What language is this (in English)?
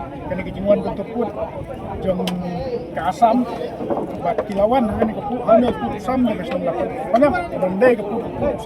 Khasi